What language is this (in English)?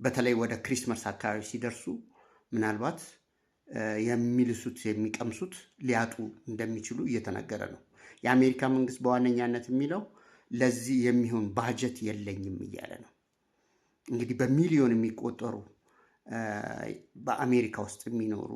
Amharic